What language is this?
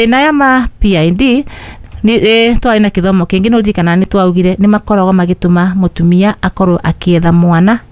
Kikuyu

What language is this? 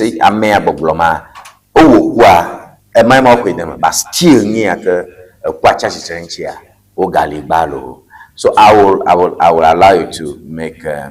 Ewe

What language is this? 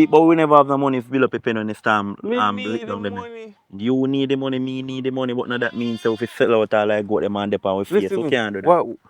Jamaican Creole English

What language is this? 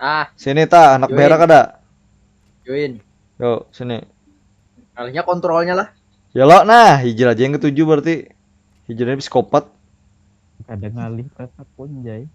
Banjar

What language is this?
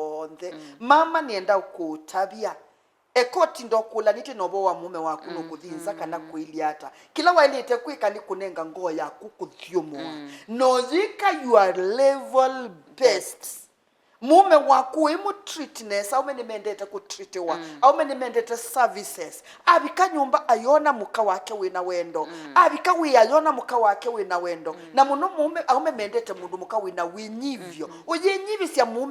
Kamba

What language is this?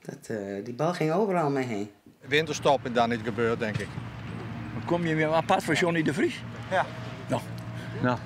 Western Frisian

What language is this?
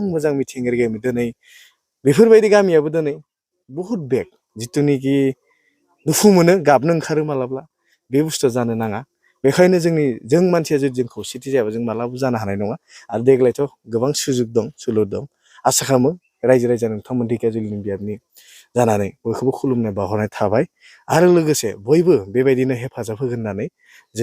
Bodo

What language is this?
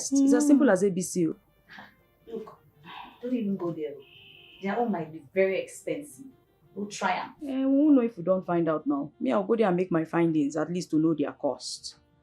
Nigerian Pidgin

